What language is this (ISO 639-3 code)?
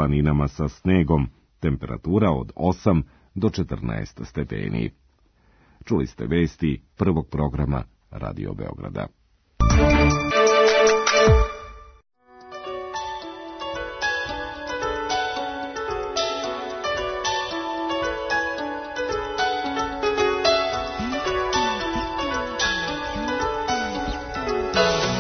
srp